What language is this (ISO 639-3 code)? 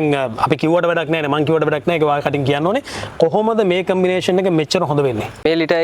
sin